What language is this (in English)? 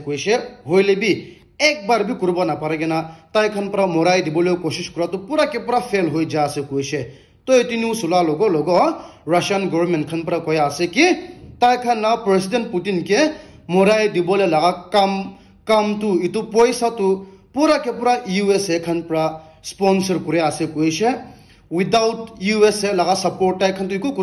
Naga Pidgin